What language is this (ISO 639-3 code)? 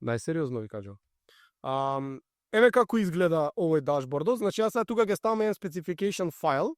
mkd